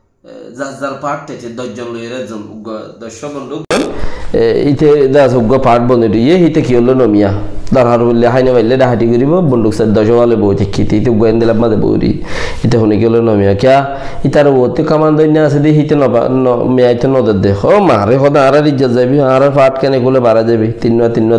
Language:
Rohingya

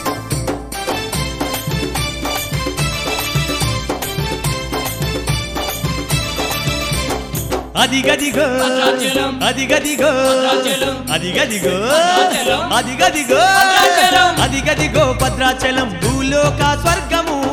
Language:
Telugu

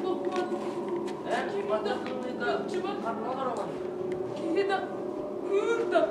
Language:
Yakut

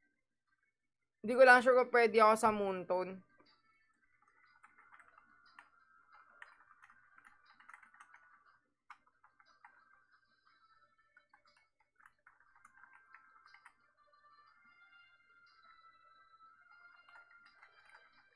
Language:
Filipino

